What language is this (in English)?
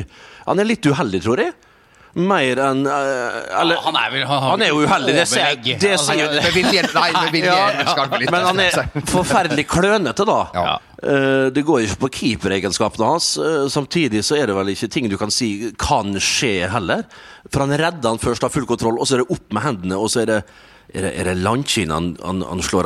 Norwegian